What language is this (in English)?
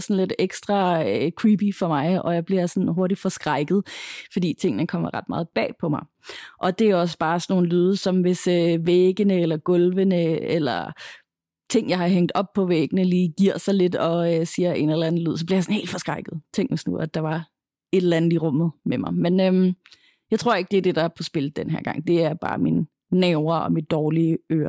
Danish